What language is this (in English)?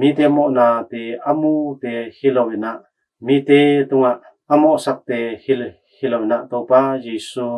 Tedim Chin